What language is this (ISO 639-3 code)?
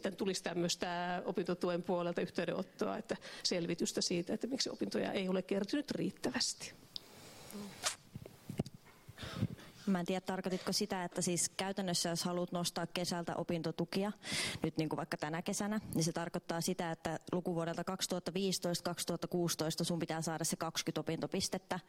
fin